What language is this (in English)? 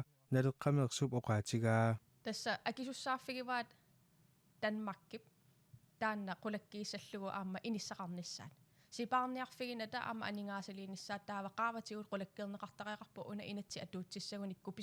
Kalaallisut